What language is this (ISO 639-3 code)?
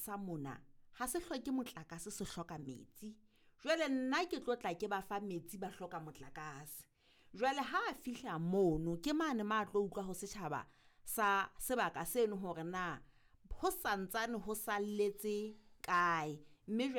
sot